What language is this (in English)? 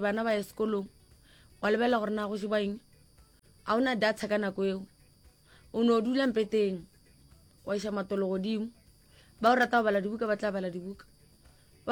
Northern Sotho